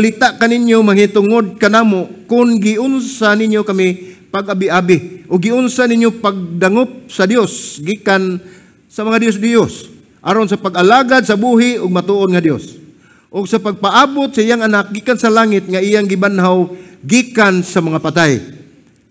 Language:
Cebuano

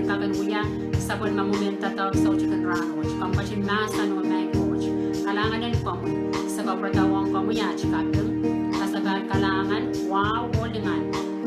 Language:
Pohnpeian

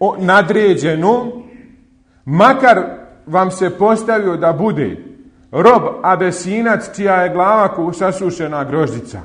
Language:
Bosnian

